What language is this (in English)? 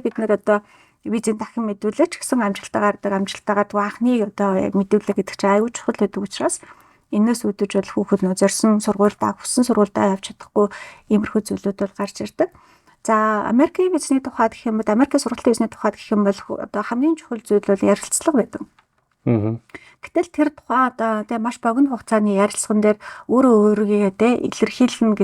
Mongolian